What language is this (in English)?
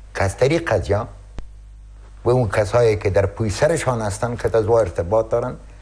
Persian